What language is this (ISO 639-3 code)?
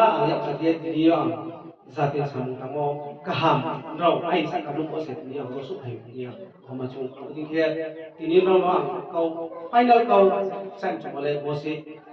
ria